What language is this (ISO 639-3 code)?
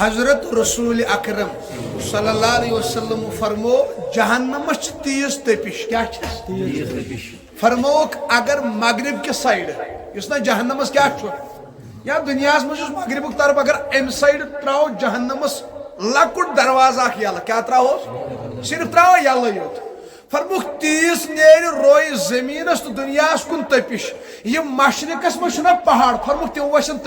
kas